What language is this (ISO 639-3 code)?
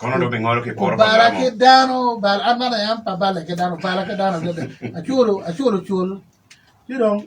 ach